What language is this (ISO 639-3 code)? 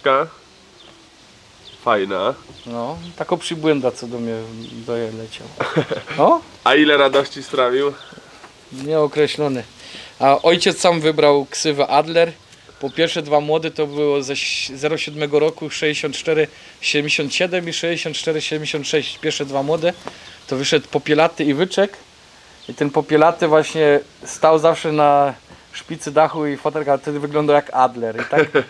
pol